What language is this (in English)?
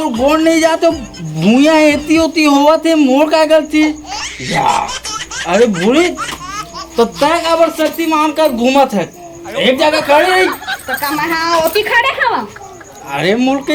Chhattisgarhi